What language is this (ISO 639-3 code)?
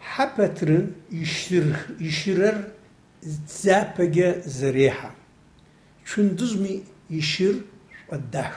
ady